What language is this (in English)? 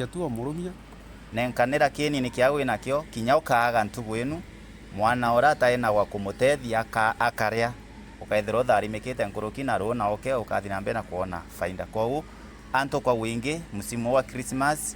Meru